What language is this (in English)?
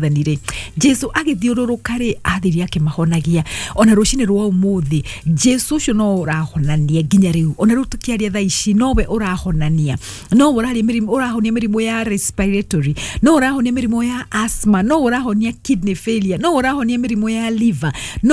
Kikuyu